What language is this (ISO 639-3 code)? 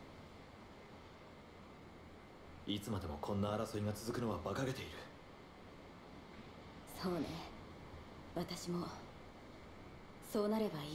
jpn